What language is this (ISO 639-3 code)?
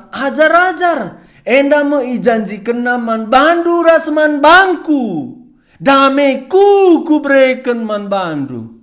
btx